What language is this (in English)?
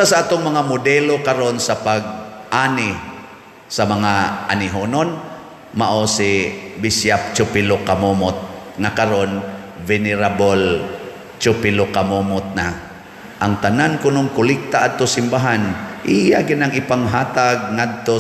Cebuano